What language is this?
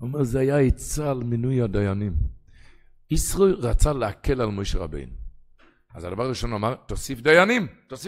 Hebrew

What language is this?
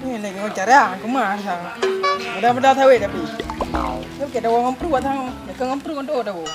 Achinese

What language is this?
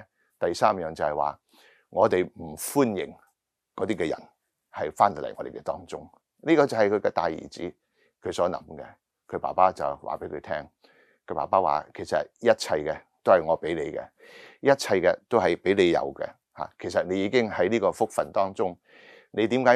Cantonese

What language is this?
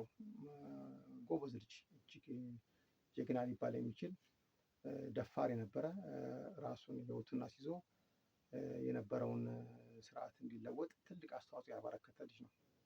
Amharic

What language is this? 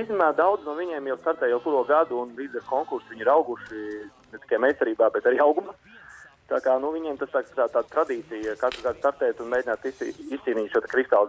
Latvian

